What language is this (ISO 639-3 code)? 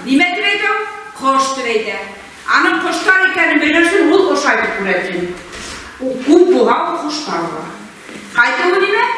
bak